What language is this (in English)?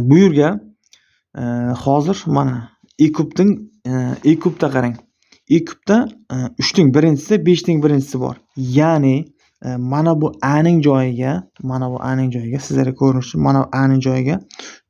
Uzbek